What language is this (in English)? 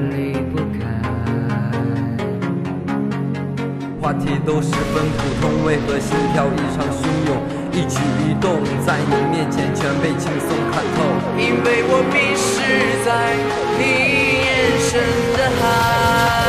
Chinese